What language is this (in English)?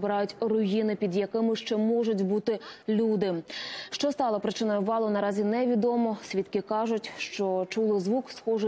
Ukrainian